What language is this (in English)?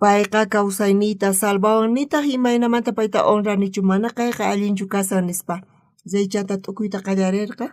South Bolivian Quechua